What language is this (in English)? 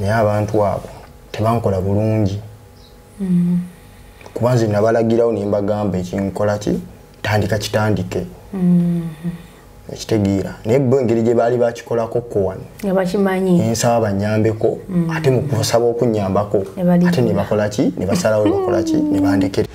Ganda